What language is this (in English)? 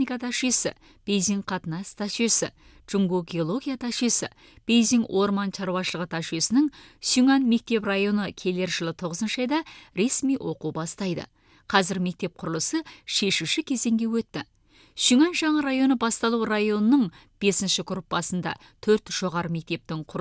Kazakh